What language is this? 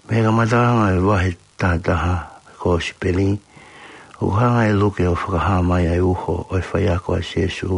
Tongan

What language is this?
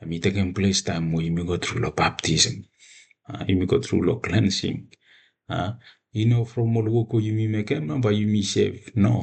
Bislama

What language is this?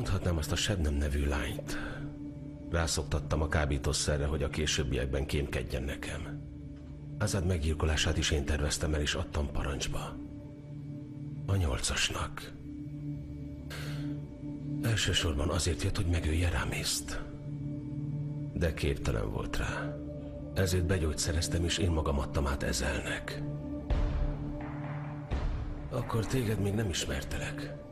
Hungarian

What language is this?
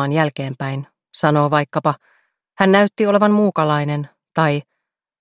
Finnish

